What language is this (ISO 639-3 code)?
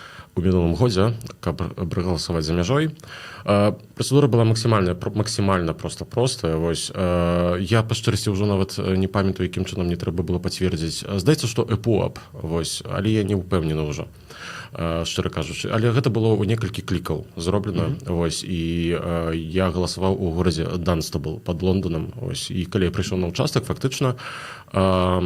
bel